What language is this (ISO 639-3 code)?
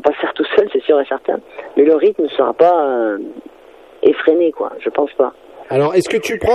fra